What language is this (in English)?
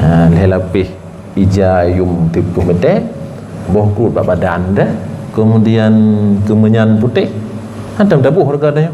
Achinese